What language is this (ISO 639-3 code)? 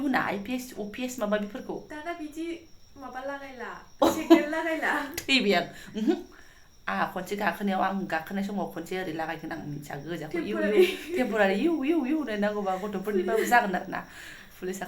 brx